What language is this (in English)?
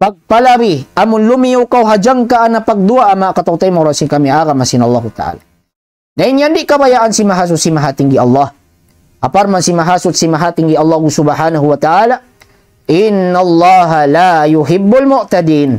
Tausug